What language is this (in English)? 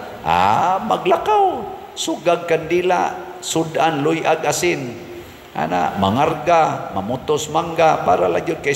Cebuano